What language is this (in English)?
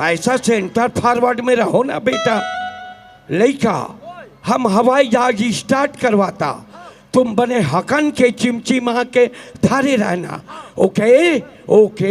Chhattisgarhi